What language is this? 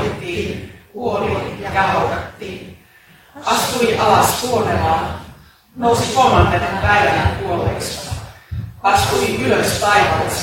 Finnish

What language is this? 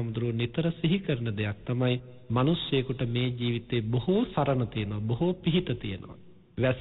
Sinhala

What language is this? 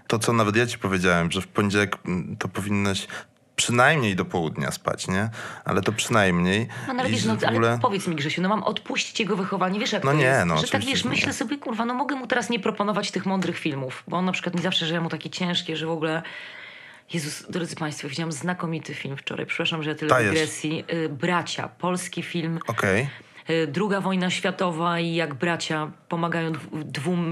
Polish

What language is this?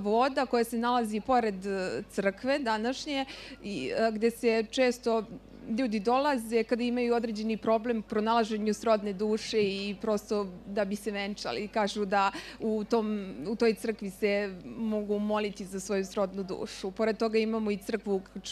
Serbian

